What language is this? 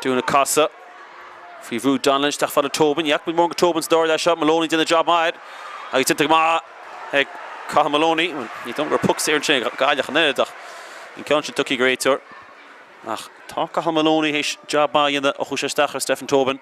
Irish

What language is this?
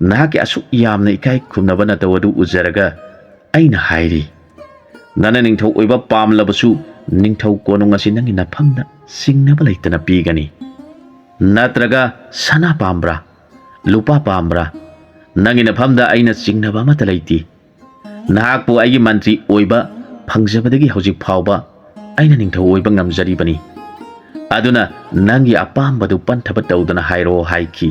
Manipuri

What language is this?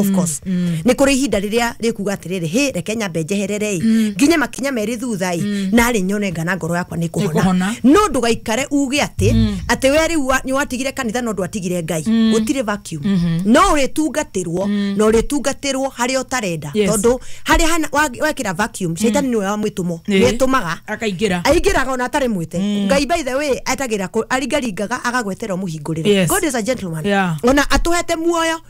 Kikuyu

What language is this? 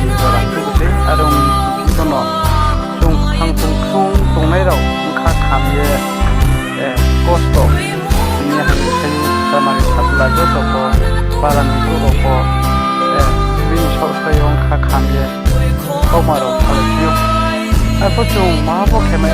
Riang (India)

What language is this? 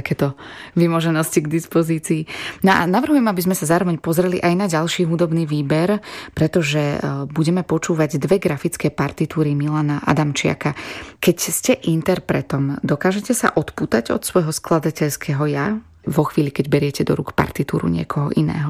Slovak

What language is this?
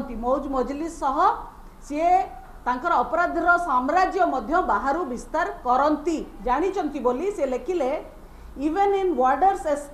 Odia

